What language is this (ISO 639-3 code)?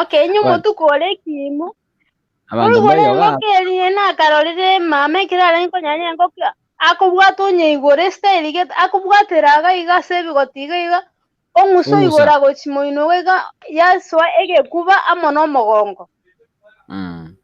guz